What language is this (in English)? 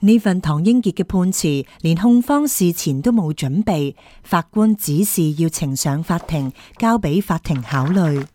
Cantonese